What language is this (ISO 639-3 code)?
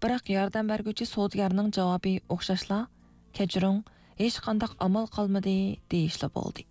uig